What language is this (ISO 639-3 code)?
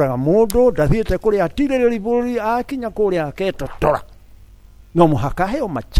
kik